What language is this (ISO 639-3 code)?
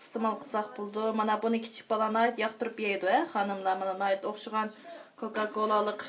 uig